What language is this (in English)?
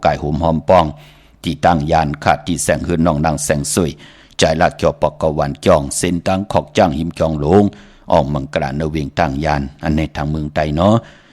Shan